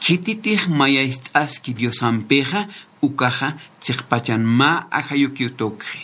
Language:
Aymara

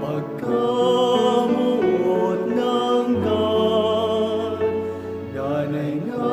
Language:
Bikol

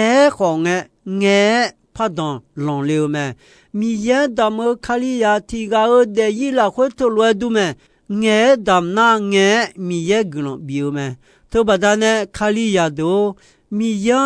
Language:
Akha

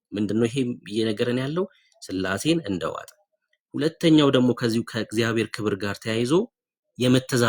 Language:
Amharic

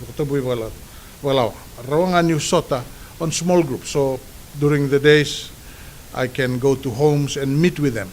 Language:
Fijian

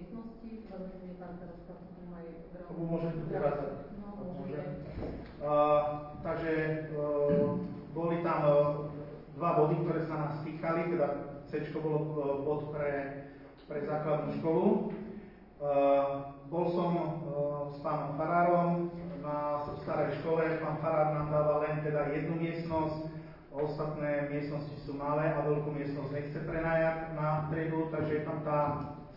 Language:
Slovak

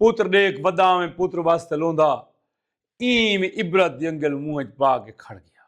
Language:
Saraiki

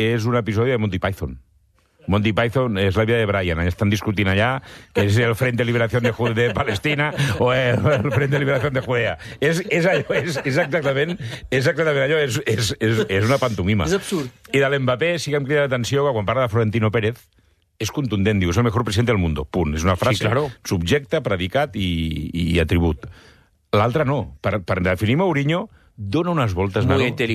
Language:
Catalan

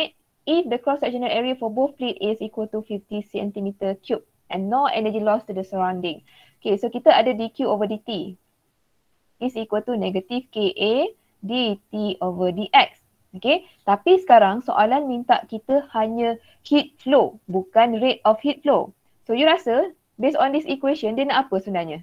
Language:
Malay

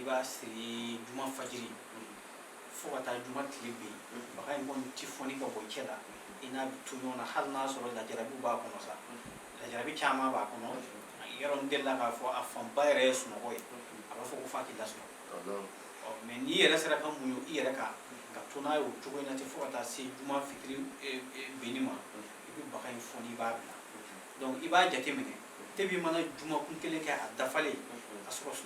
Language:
Bambara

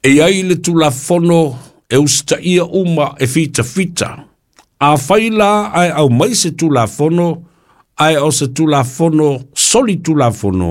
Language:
Samoan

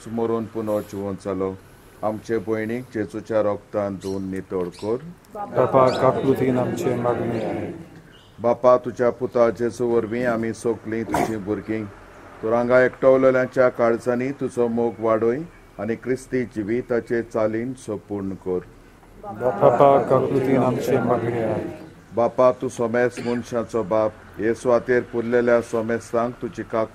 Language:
Konkani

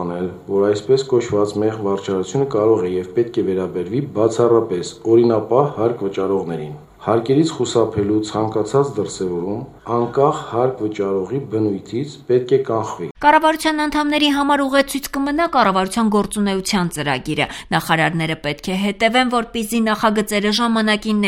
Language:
Armenian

